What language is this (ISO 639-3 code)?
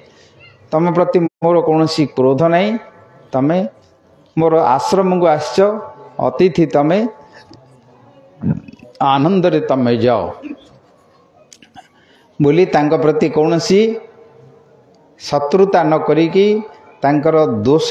ori